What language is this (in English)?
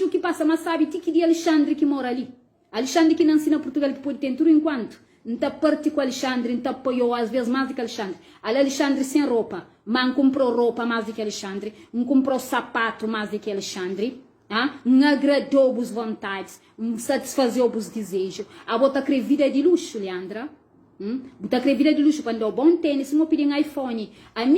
Kabuverdianu